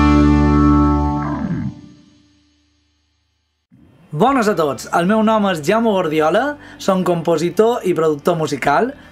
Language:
Catalan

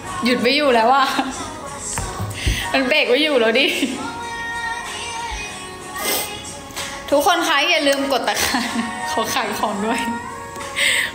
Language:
Thai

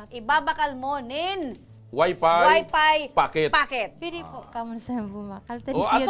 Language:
Bikol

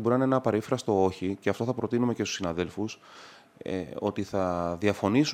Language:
Greek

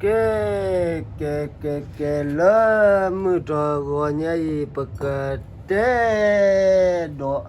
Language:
S'gaw Karen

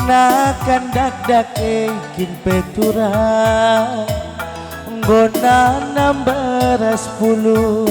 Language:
Batak Karo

